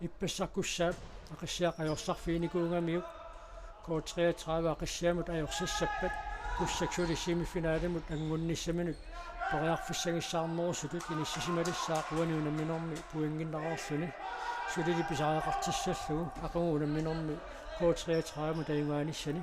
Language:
Kalaallisut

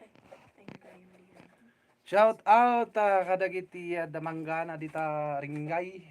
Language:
Iloko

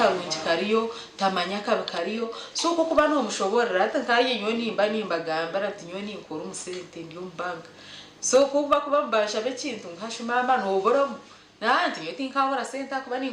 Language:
Nyankole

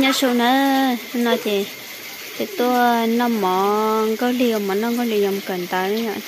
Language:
Hmong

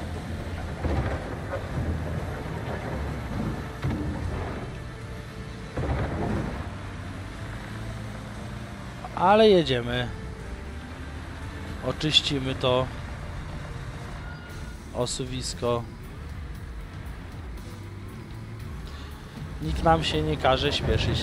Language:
Polish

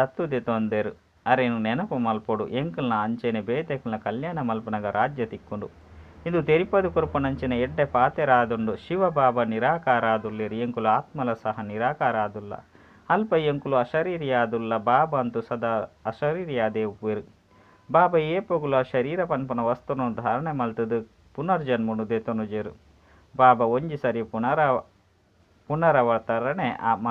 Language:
Tulu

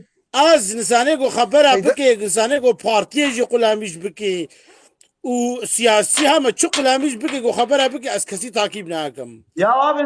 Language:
Kurdish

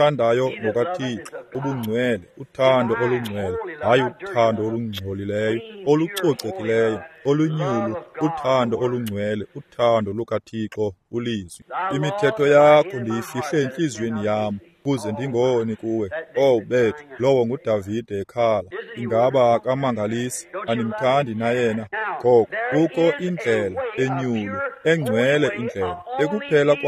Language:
Xhosa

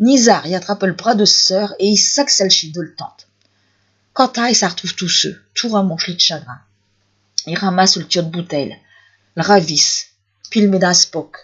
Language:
Picard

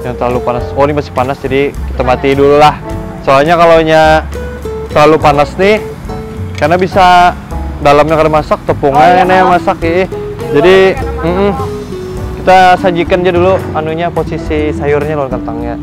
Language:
Banjar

